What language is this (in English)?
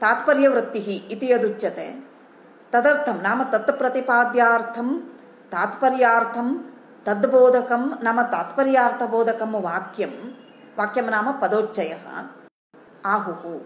Sanskrit